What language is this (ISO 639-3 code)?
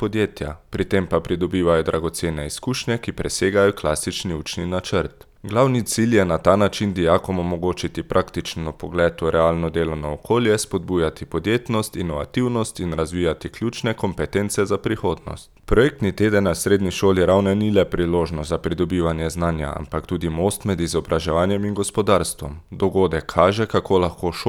slv